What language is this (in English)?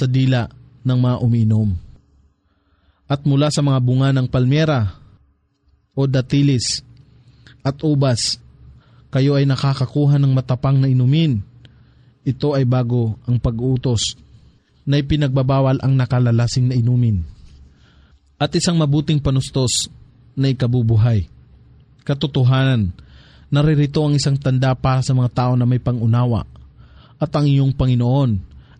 Filipino